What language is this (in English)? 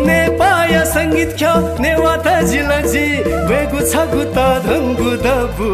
Newari